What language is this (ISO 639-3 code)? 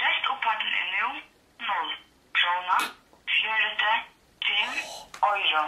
fao